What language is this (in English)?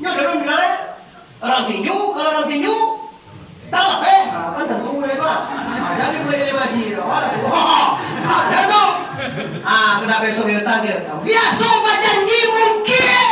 Minangkabau